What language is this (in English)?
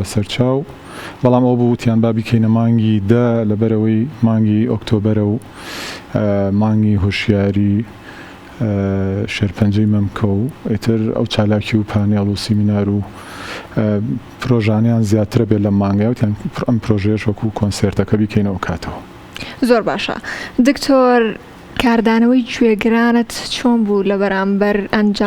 Central Kurdish